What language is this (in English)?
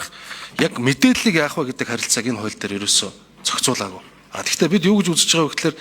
Mongolian